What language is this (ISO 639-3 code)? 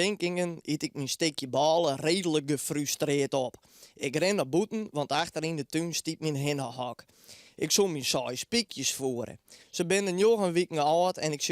fry